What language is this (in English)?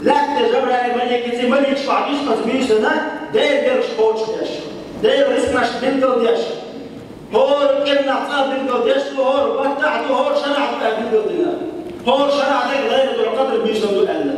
Chechen